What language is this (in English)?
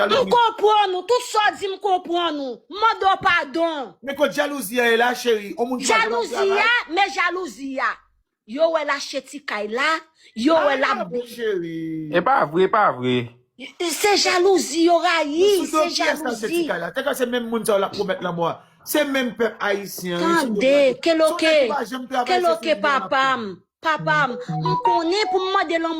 Haitian Creole